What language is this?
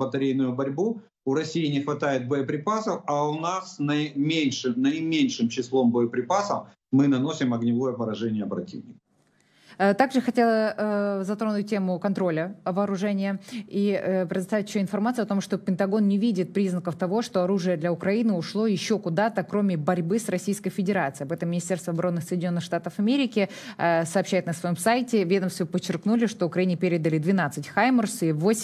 Russian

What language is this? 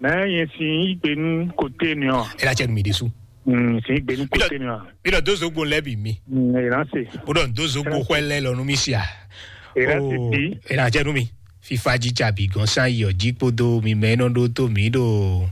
Fon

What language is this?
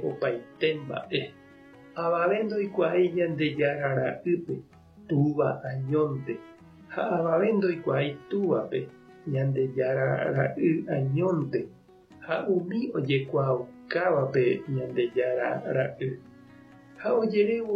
Guarani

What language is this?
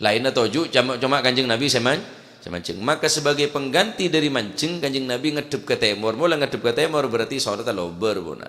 Madurese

